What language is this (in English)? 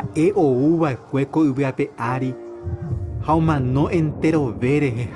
Guarani